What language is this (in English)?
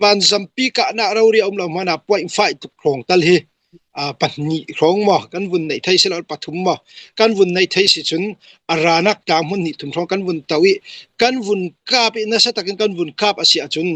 Hakha Chin